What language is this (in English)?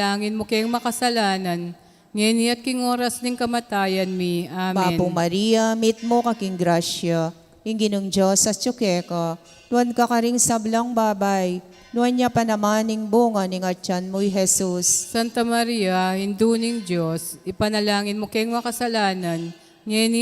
Pampanga